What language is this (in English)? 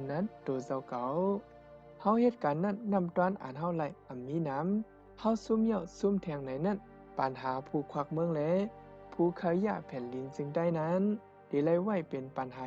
Shan